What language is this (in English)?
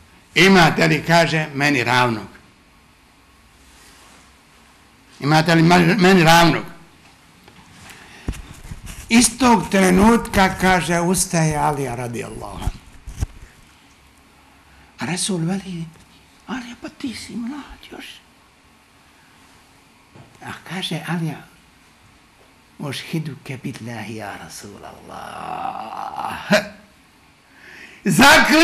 Bosnian